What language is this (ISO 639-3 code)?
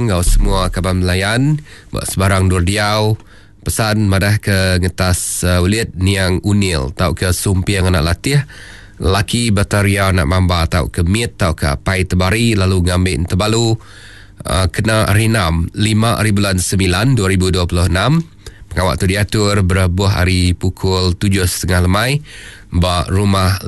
iba